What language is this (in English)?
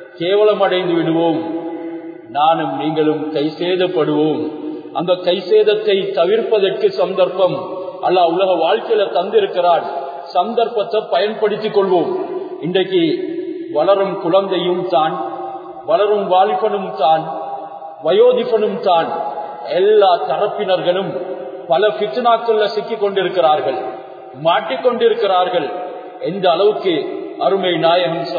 Tamil